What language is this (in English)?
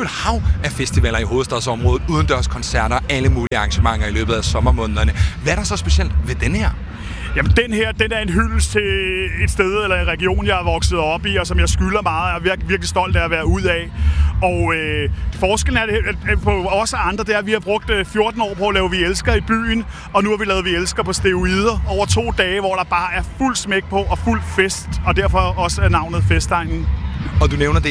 Danish